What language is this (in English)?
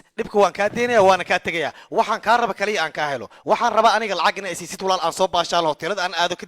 Somali